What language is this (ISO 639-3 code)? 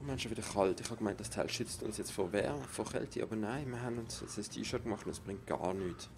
gsw